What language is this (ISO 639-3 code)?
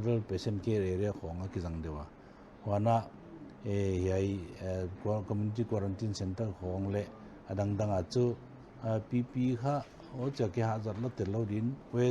pck